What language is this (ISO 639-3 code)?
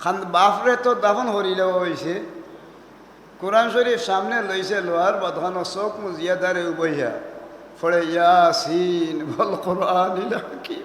syl